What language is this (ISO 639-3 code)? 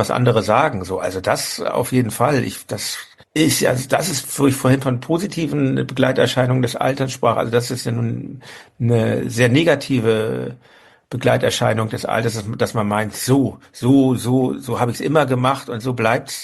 deu